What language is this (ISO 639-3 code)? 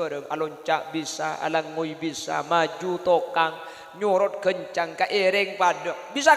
mad